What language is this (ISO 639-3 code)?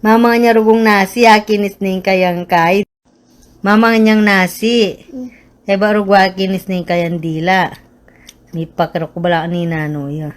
pam